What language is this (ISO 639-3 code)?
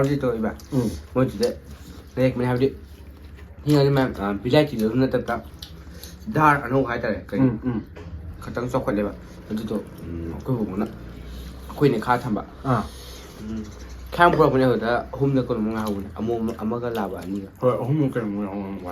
mni